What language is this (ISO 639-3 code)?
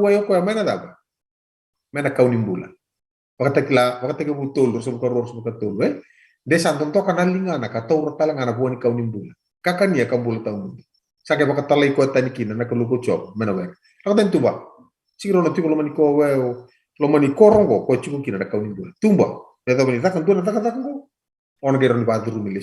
fij